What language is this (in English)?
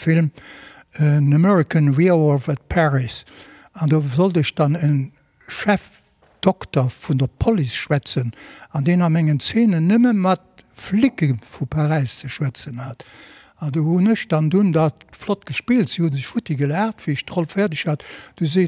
Luxembourgish